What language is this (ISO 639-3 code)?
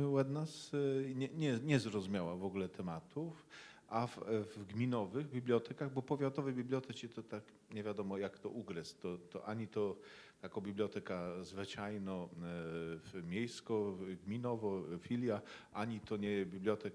csb